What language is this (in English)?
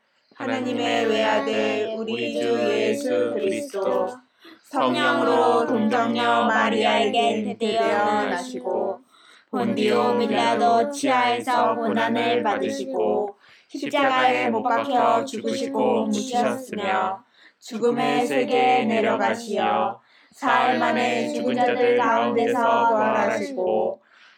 Korean